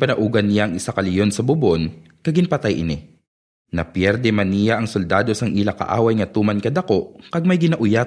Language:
Hiligaynon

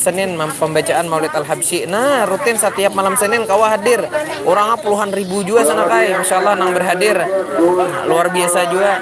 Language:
Banjar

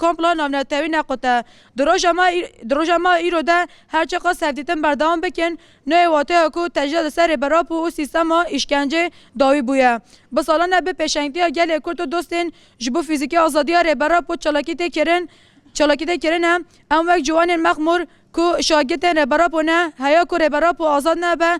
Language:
Kurdish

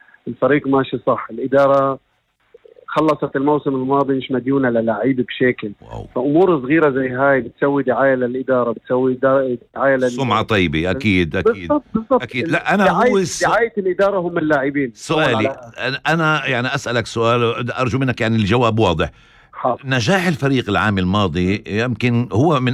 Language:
North Levantine Arabic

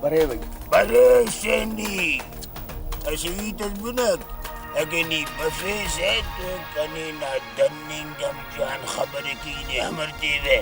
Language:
Brahui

